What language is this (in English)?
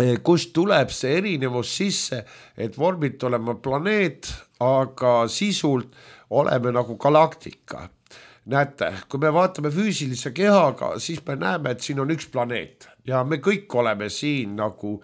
Estonian